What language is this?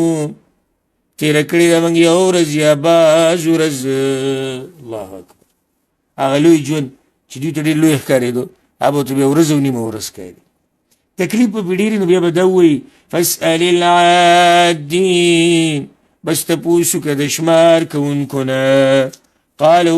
Pashto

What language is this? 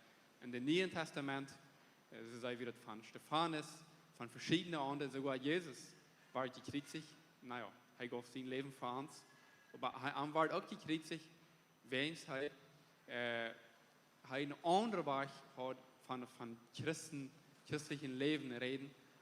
Plautdietsch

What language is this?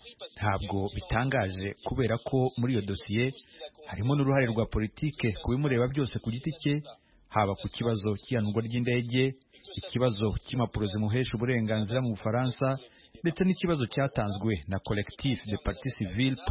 Kinyarwanda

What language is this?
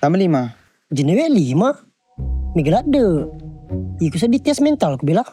Buginese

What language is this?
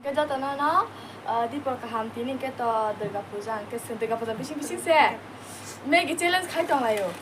Kok Borok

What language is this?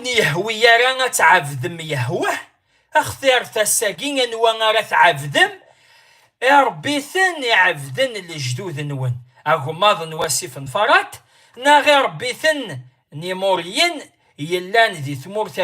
Kabyle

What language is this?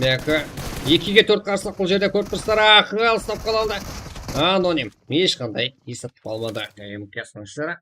Kara-Kalpak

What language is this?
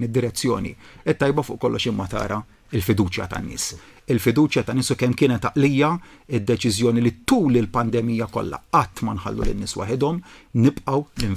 Maltese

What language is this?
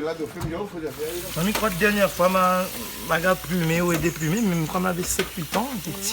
Réunion Creole French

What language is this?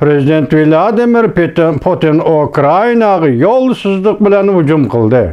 Uyghur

